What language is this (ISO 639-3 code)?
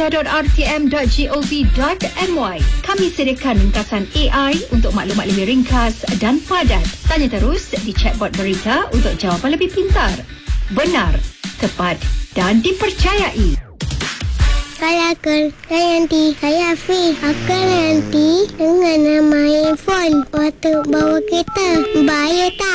msa